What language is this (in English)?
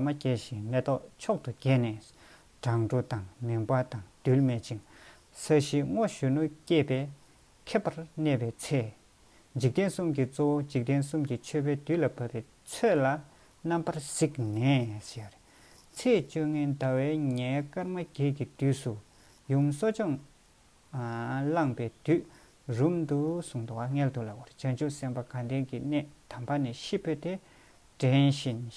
Tibetan